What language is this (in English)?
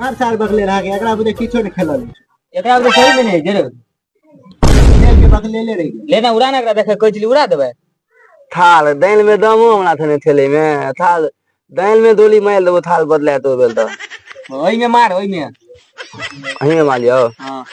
Maithili